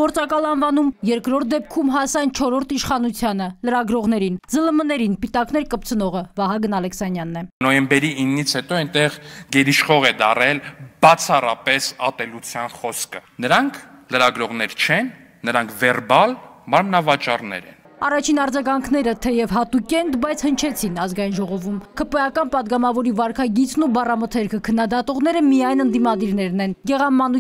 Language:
Armenian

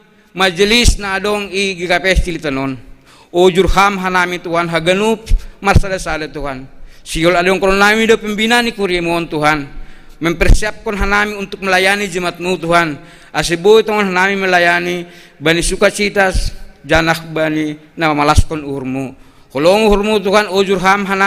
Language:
Batak Simalungun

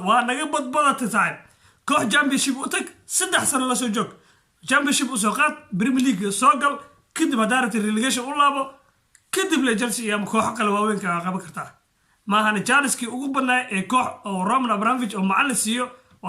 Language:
Somali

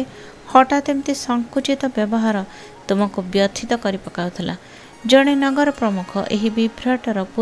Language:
Odia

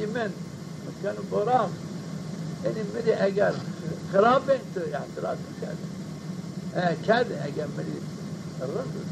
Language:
Zaza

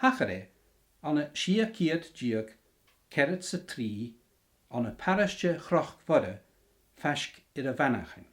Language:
Scottish Gaelic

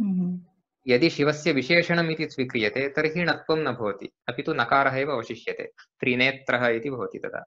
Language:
Sanskrit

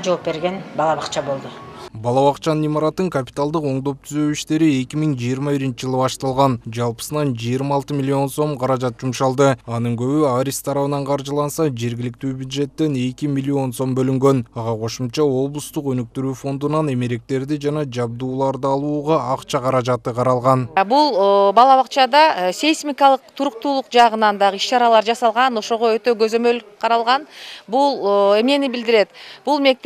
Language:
Kyrgyz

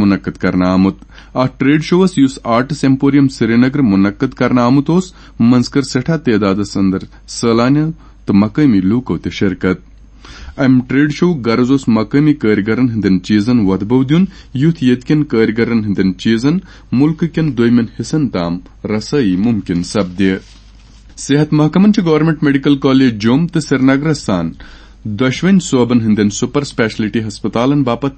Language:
Kashmiri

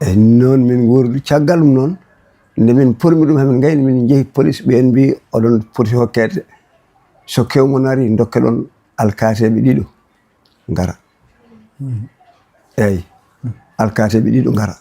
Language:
Fula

